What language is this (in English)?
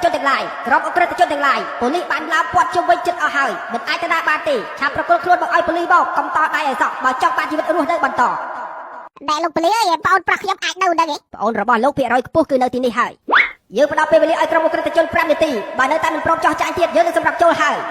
Khmer